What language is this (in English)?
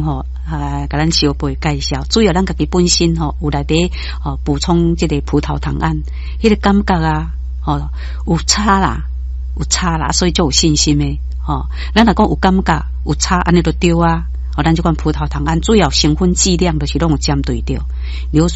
Min Nan Chinese